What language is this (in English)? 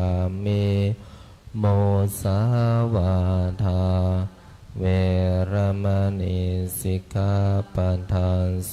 Pali